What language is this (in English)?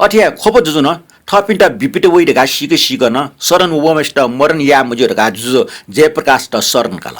Newari